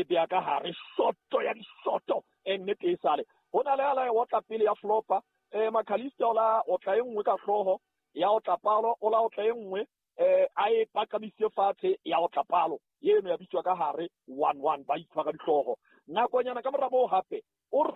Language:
Southern Sotho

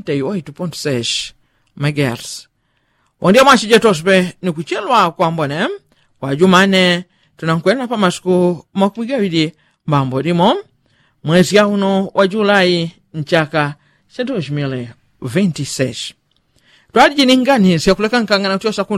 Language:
Yao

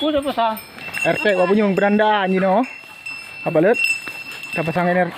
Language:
Achinese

